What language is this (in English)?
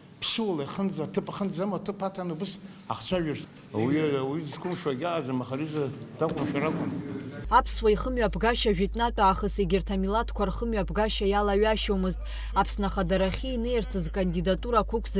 Abkhazian